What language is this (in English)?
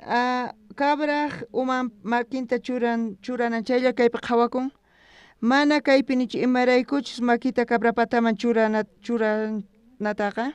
South Bolivian Quechua